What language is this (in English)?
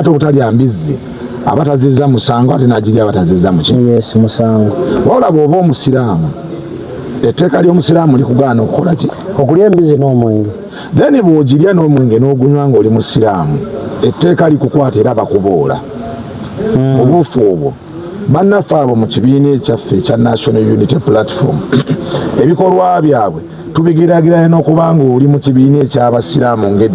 Ganda